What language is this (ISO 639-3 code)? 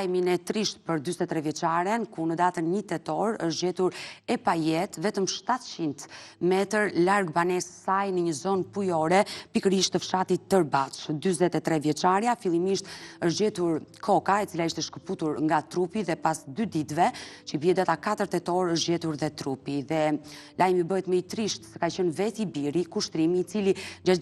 sqi